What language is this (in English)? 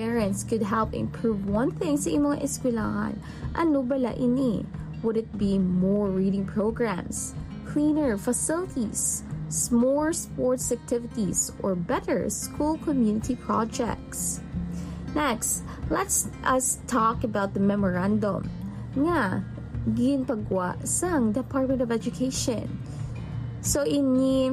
Hiligaynon